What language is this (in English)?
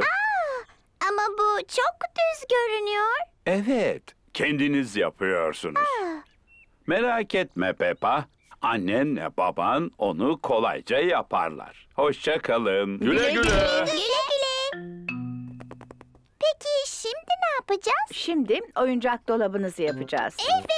Turkish